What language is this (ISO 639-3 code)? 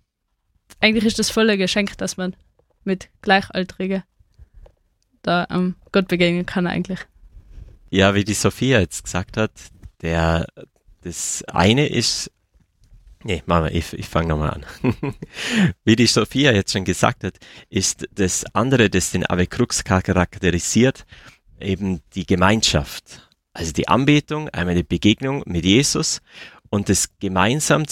deu